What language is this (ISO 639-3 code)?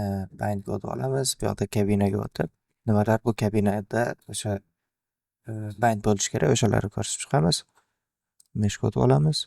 uzb